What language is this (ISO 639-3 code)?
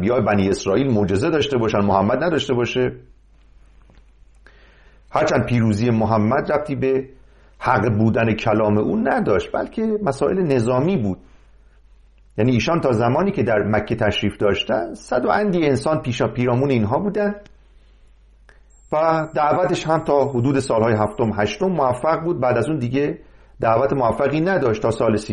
fas